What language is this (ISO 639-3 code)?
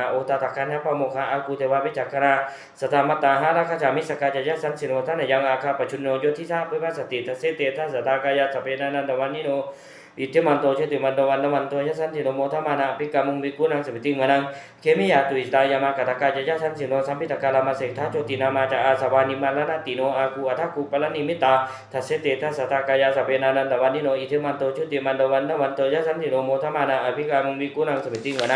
pli